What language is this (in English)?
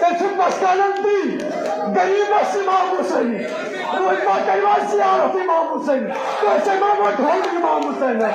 Kashmiri